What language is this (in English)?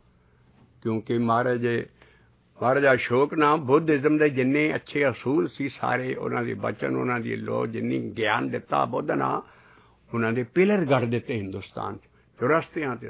Punjabi